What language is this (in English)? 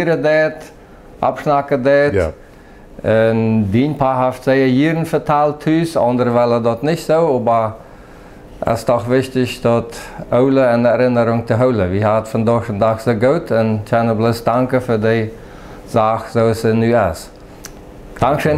Plautdietsch